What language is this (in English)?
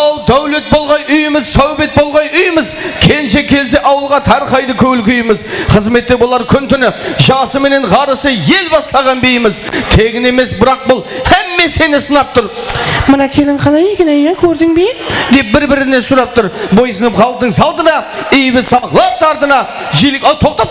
Kara-Kalpak